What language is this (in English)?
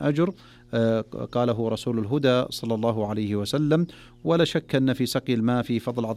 Arabic